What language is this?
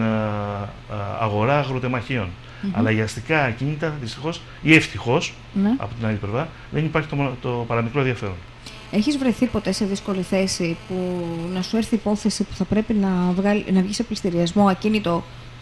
Greek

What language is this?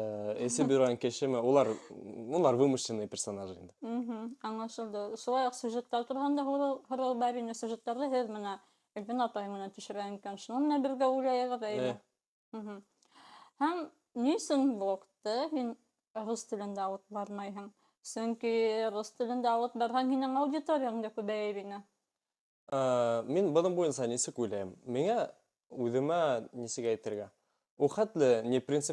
Bashkir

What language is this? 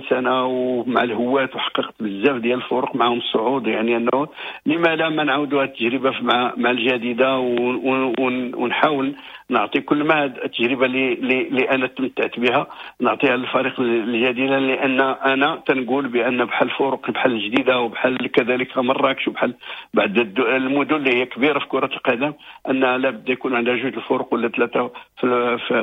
Moroccan Arabic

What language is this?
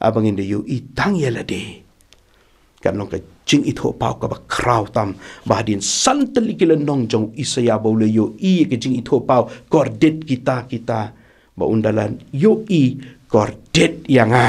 Khasi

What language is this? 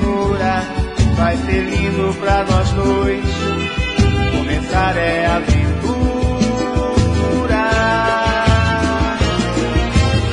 Portuguese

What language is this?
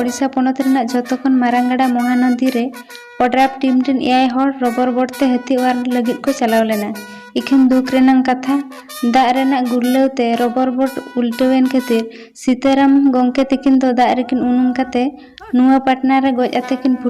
Santali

